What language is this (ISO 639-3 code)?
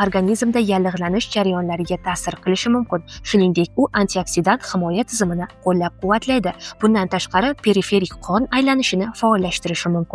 uzb